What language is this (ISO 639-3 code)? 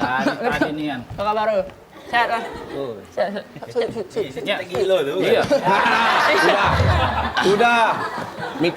mui